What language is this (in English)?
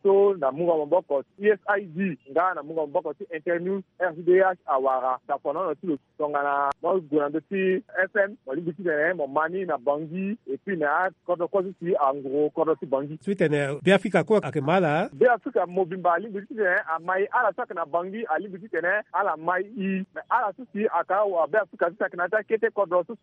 Sango